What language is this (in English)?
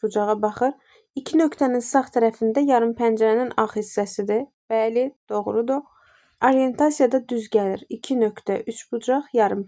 Azerbaijani